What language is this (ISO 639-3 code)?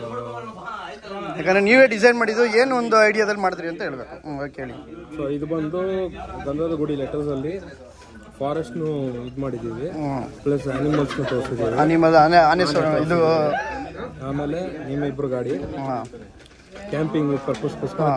kan